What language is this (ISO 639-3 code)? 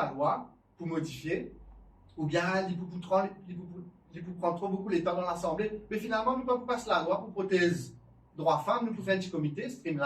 mfe